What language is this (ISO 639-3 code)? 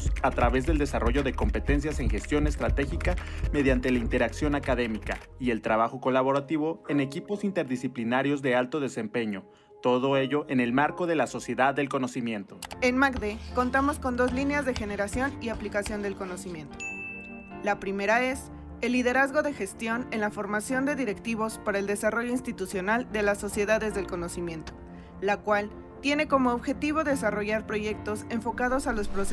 spa